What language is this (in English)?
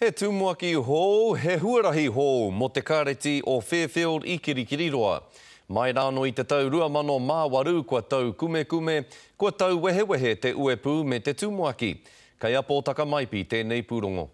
Māori